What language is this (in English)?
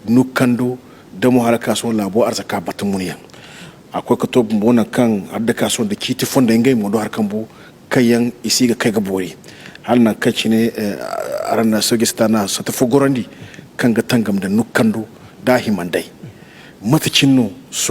Zarma